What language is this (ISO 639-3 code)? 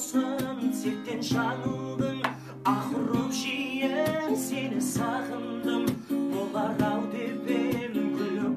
kaz